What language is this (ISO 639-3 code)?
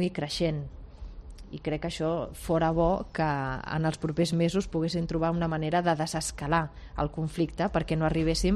cat